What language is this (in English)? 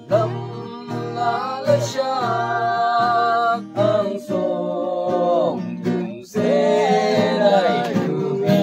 Naga Pidgin